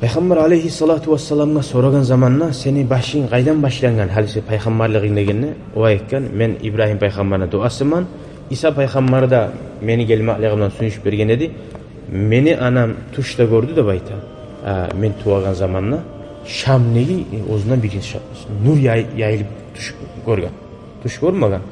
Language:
Kumyk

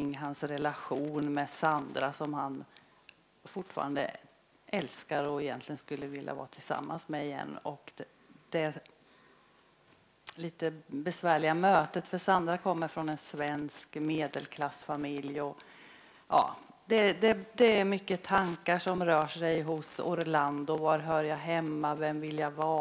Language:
Swedish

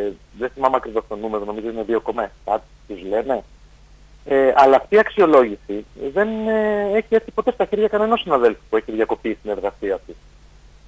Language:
Greek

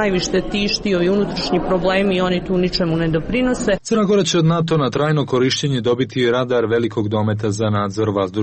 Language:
Serbian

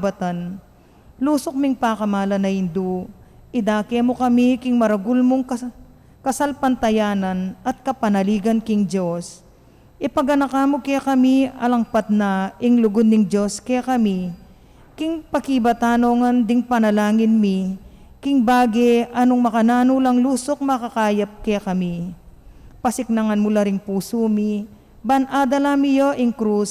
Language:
Pampanga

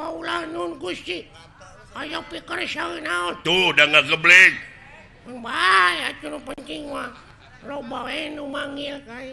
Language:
Sundanese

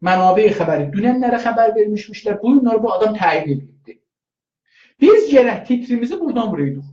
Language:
South Azerbaijani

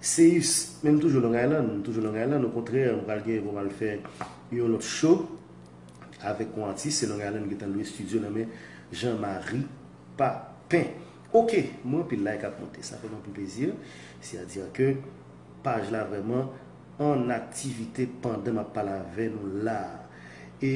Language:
Haitian Creole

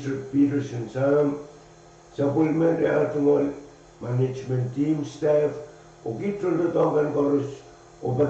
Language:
Pohnpeian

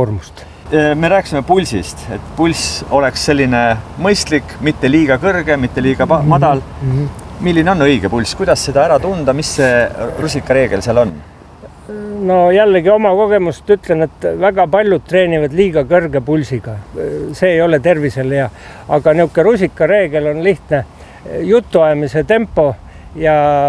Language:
Estonian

